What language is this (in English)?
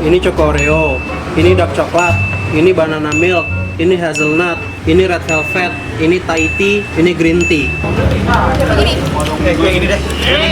Betawi